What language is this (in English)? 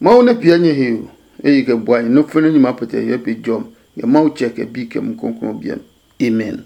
Adangme